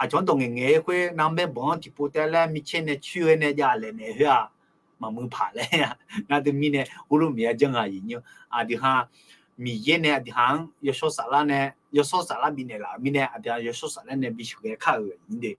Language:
Akha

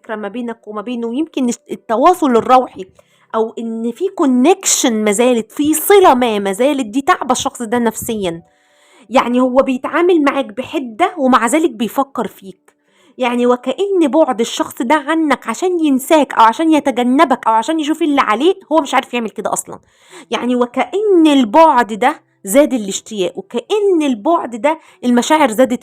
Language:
Egyptian Arabic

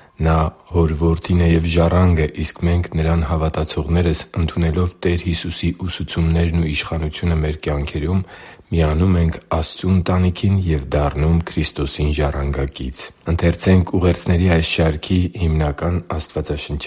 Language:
Armenian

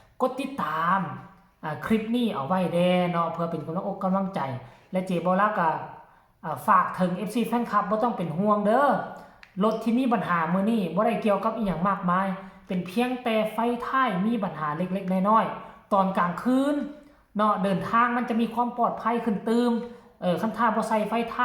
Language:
Northeastern Thai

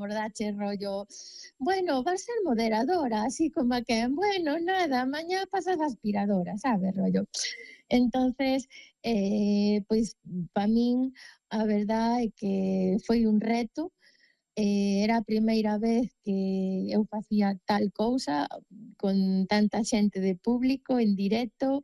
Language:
Galician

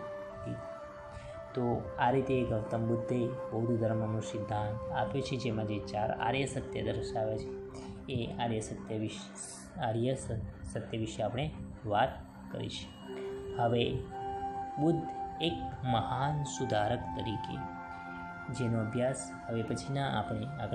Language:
Gujarati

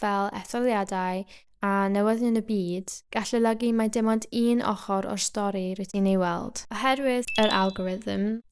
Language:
Welsh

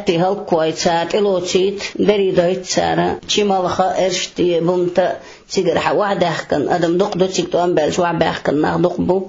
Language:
Chechen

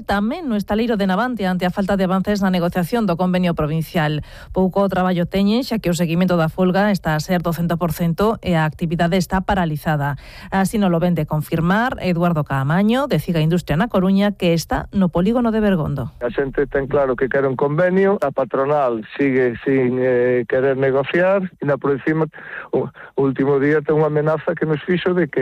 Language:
Galician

